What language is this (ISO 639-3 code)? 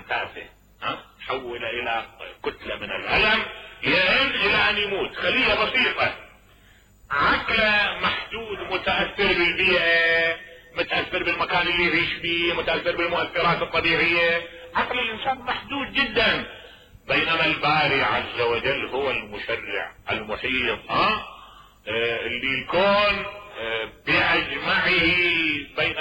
acm